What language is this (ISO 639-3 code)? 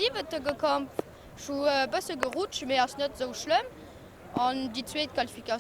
ltz